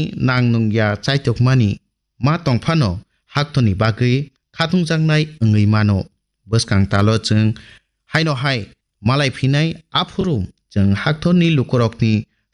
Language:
Kok Borok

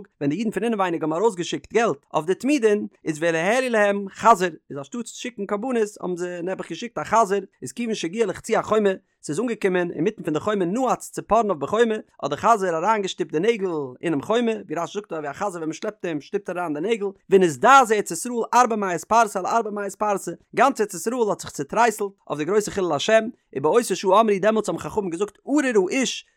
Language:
Yiddish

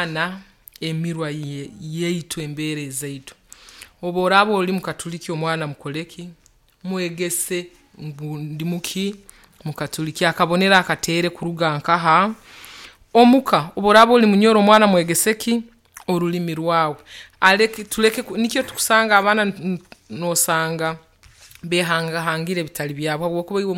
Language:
Nyoro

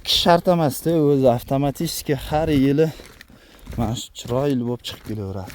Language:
Uzbek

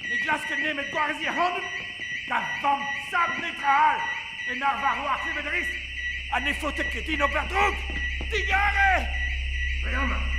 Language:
Breton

